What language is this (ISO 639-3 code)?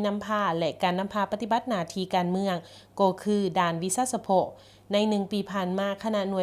lao